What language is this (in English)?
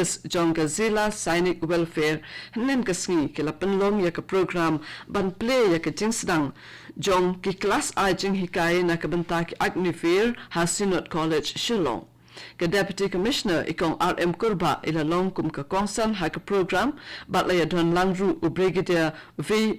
Khasi